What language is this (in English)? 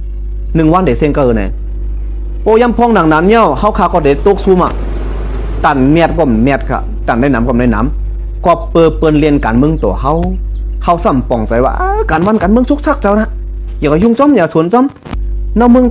Shan